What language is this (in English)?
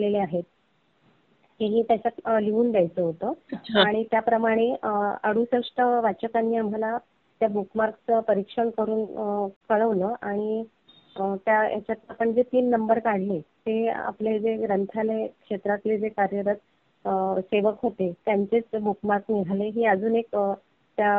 Marathi